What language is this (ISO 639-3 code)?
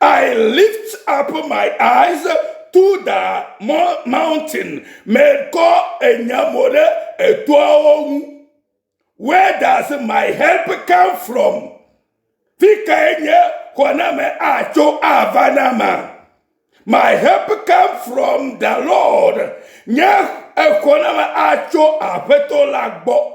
ewe